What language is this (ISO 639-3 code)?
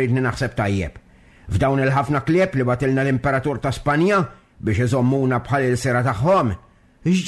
mlt